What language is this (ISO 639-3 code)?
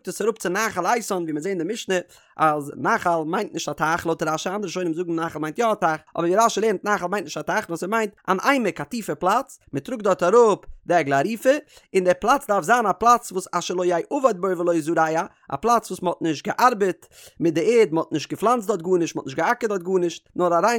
yid